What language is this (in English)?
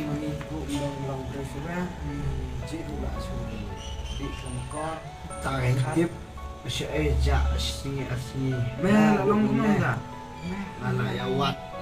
Khasi